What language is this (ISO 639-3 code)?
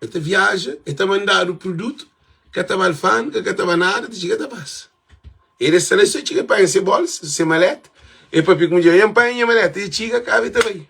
kea